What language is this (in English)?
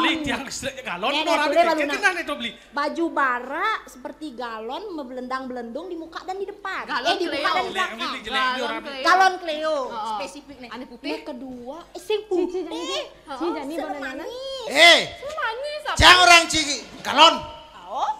Balinese